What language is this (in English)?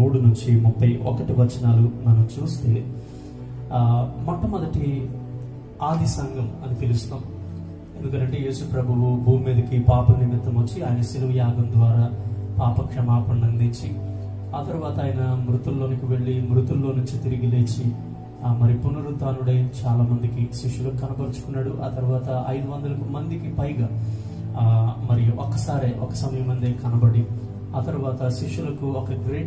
Telugu